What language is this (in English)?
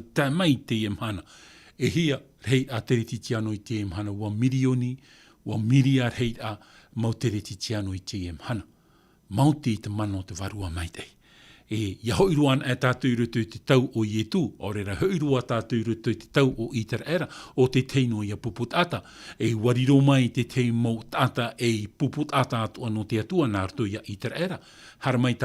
Tahitian